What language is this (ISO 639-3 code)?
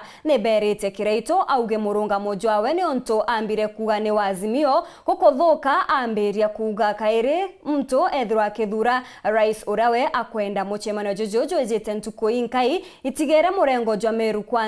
mer